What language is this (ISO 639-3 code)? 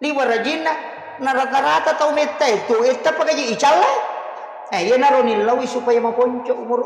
bug